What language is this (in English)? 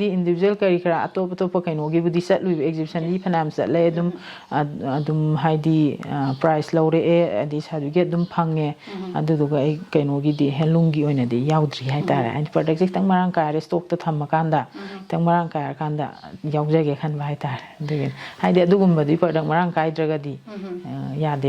Manipuri